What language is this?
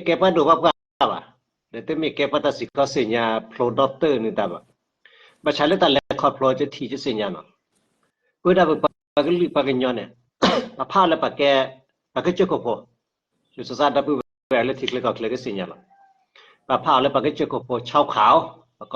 S'gaw Karen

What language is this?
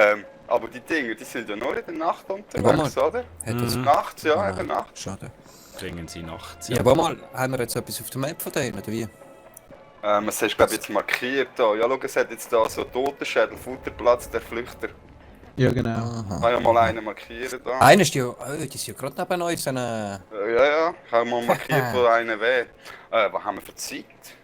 Swiss German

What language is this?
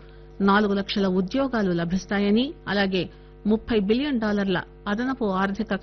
Telugu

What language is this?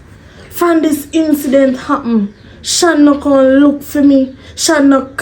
Jamaican Creole English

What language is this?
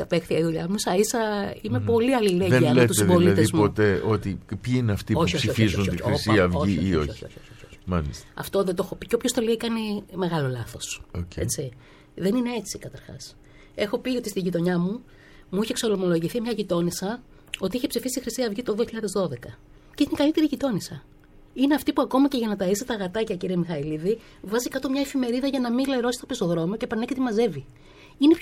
Greek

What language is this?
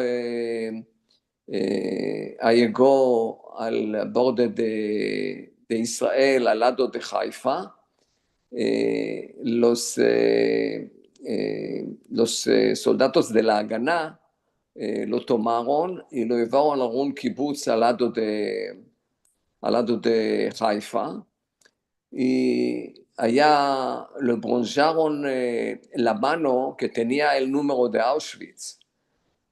Ladino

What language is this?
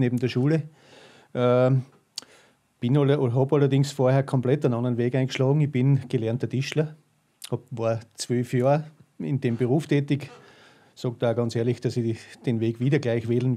German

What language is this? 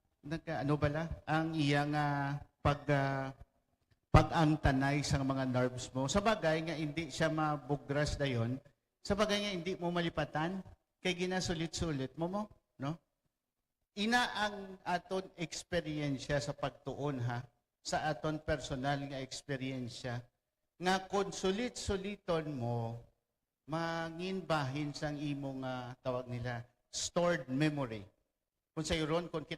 Hiligaynon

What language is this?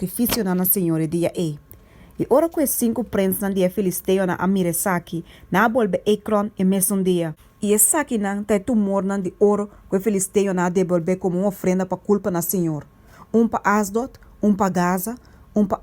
Papiamento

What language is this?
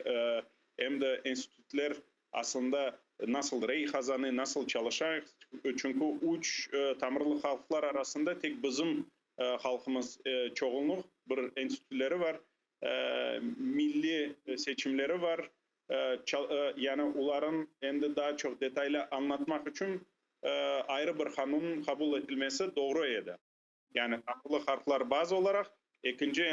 Crimean Tatar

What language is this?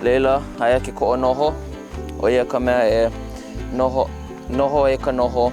Hawaiian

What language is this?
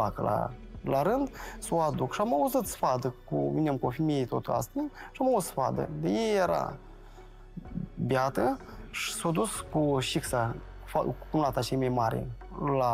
Romanian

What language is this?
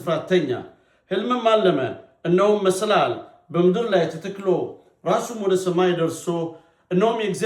Amharic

